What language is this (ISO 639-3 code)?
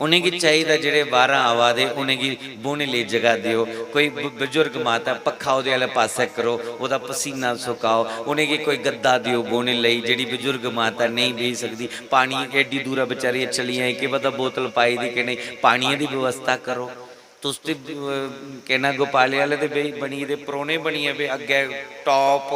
doi